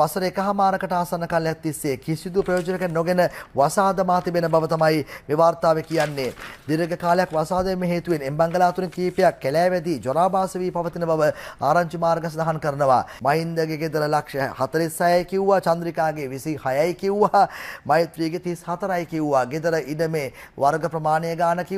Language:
Sinhala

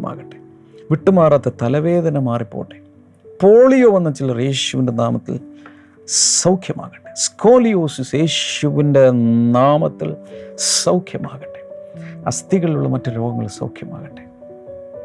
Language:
Malayalam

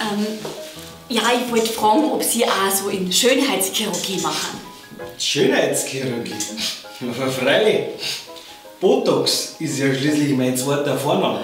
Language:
Bavarian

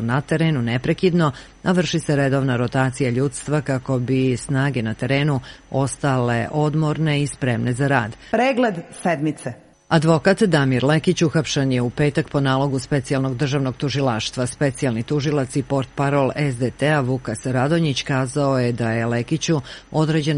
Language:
Serbian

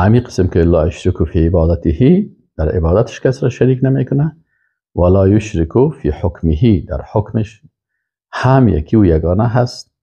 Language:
Persian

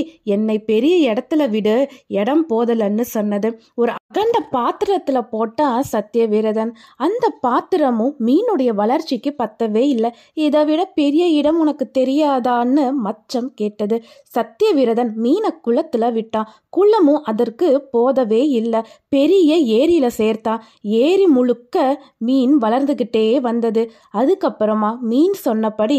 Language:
Tamil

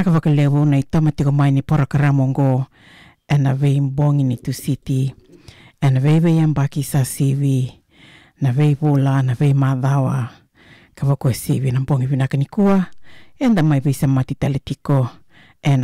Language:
Fijian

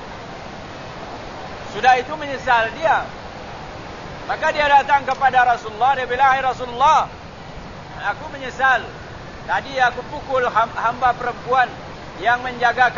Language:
Malay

